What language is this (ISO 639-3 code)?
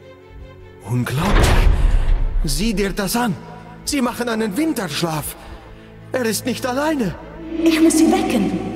deu